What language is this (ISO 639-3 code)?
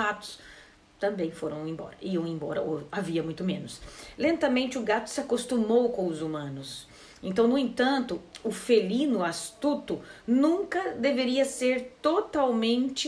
por